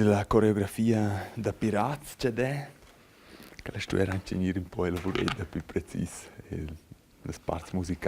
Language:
Romansh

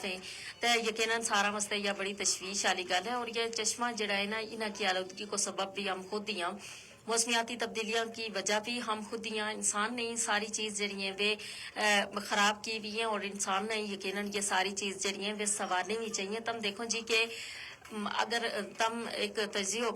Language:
Gujari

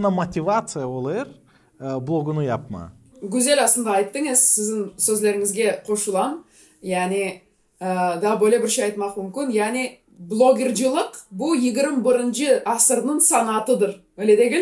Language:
Gagauz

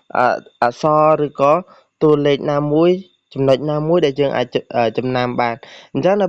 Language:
Khmer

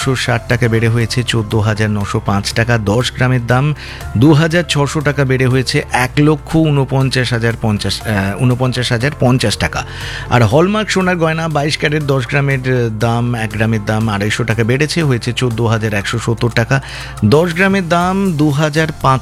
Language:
Bangla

